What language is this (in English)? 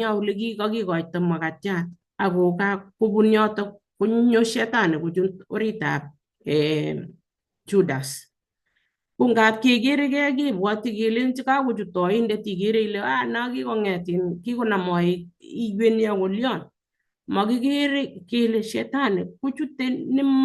Kalenjin